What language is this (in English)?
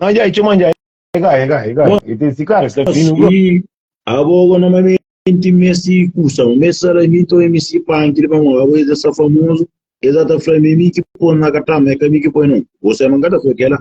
Kabuverdianu